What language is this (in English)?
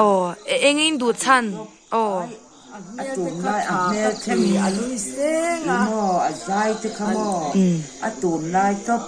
Mizo